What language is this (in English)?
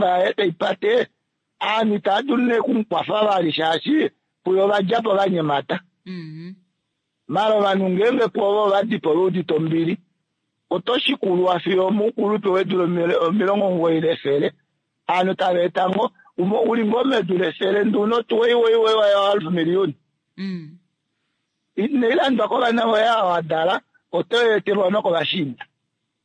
Kuanyama